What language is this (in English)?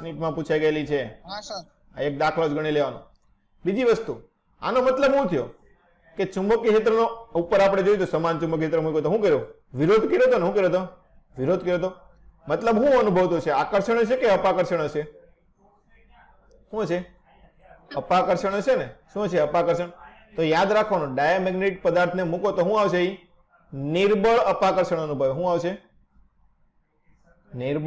Gujarati